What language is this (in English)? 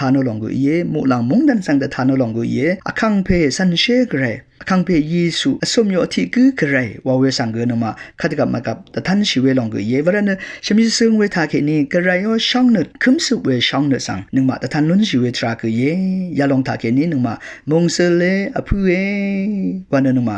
Rawang